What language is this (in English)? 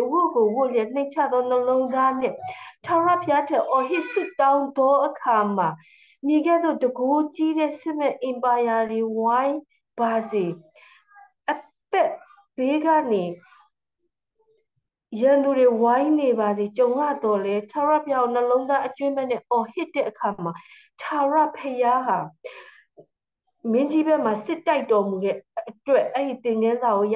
Burmese